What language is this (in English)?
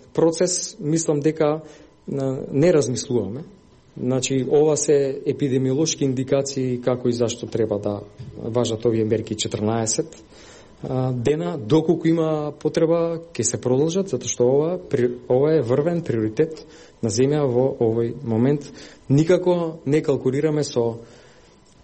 Macedonian